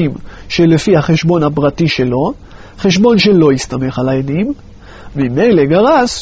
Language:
Hebrew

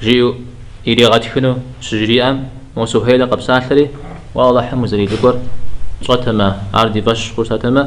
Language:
Kabardian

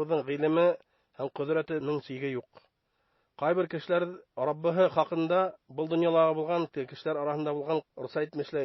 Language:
Bashkir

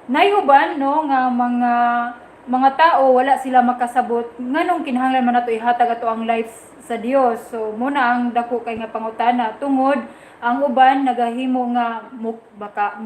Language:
Cebuano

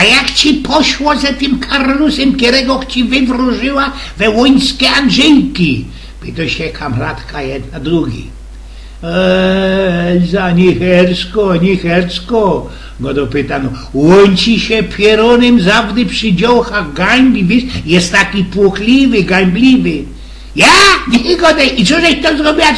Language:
Silesian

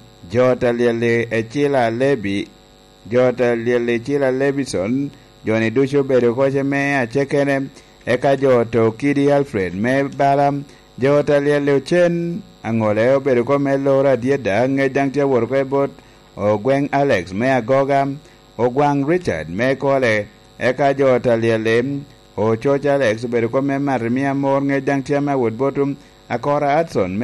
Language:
Lango (Uganda)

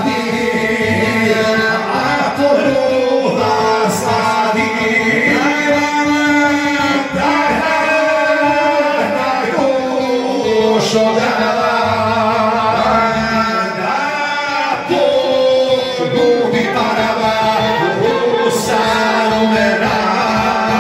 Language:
Croatian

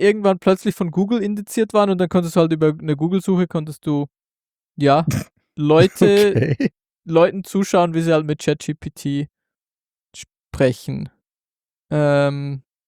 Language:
German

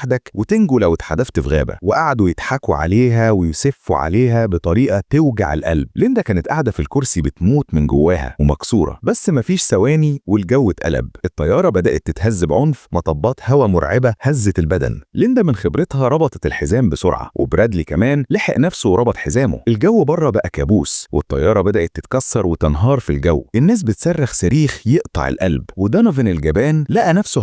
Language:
Egyptian Arabic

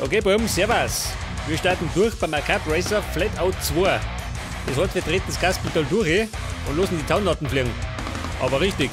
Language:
Bavarian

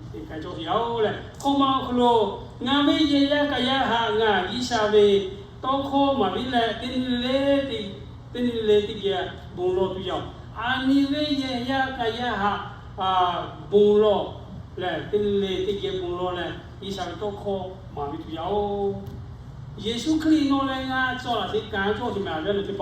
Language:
Lahu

